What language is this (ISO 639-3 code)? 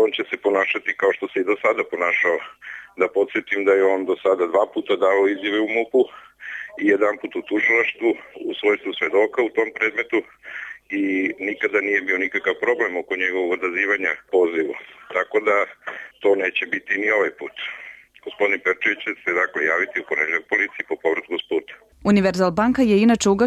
srp